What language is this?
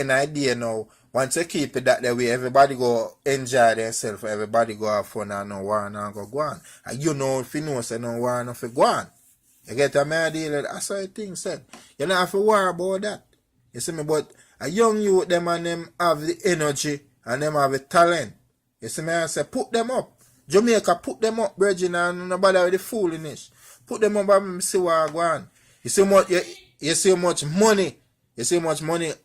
Jamaican Creole English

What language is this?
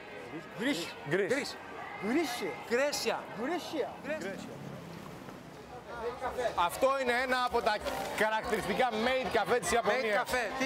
Greek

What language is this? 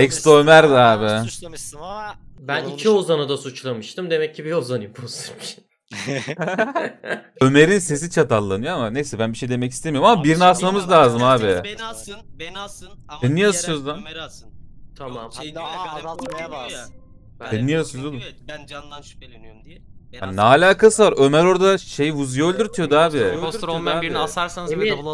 Turkish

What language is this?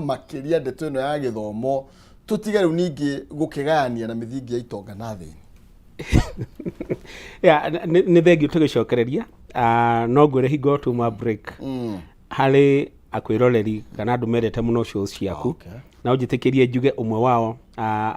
Kikuyu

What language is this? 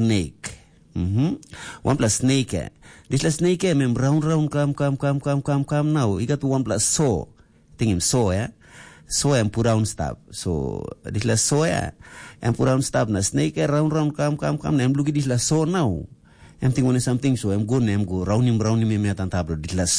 Tok Pisin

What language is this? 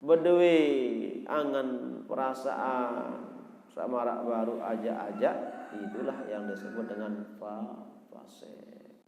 Sasak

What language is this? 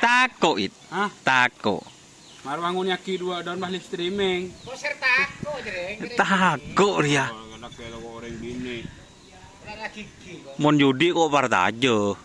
Madurese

